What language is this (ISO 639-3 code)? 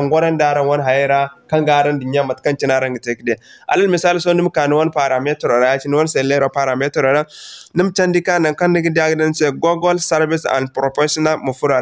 dje